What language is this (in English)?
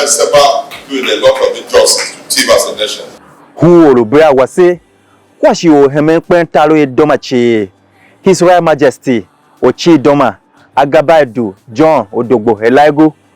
Tiv